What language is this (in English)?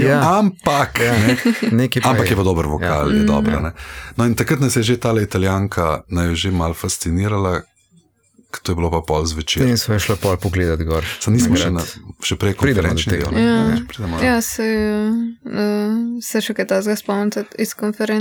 Slovenian